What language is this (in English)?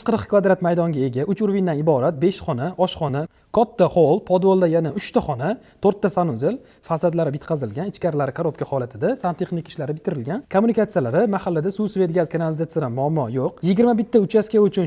Uzbek